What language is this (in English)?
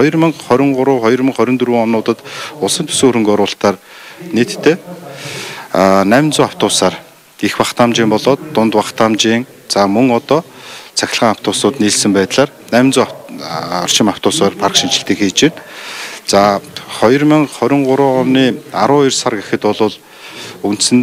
Mongolian